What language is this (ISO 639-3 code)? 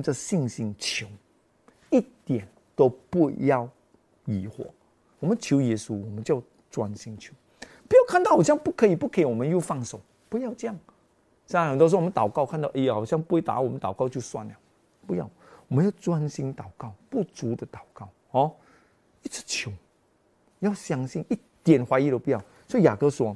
zho